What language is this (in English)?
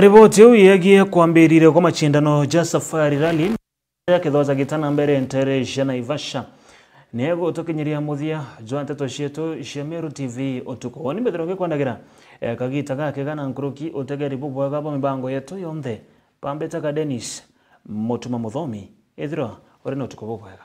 Meru